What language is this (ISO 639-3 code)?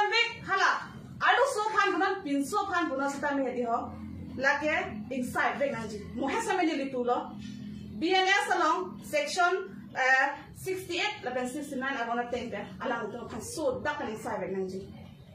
mjw